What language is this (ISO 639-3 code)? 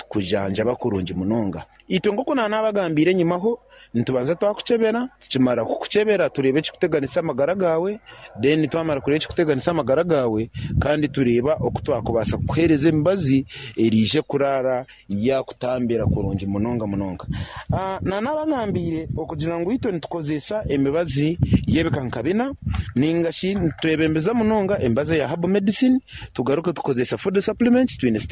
nyn